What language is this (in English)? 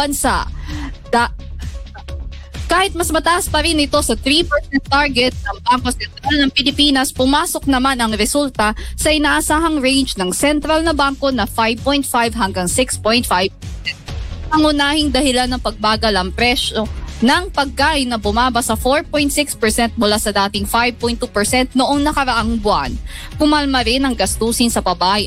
Filipino